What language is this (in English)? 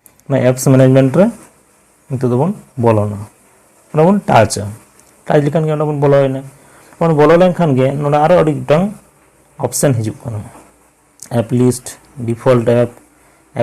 Santali